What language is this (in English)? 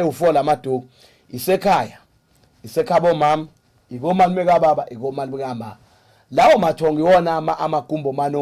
Zulu